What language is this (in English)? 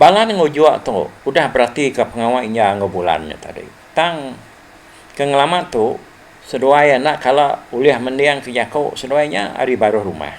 Iban